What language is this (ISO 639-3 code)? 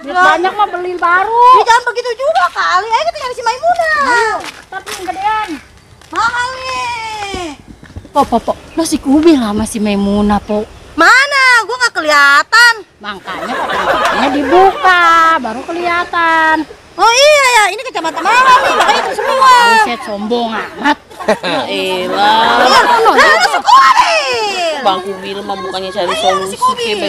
bew